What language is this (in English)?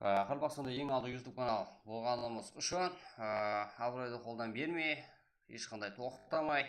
Kara-Kalpak